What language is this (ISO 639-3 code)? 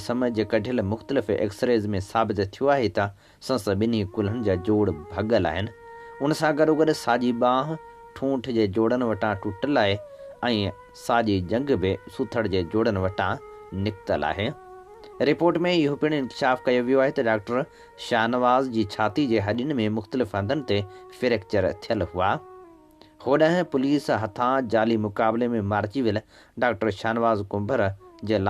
snd